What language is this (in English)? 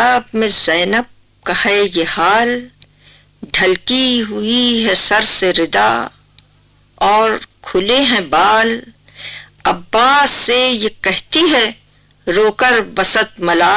Urdu